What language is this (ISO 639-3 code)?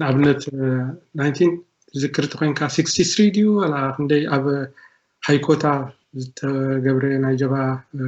tir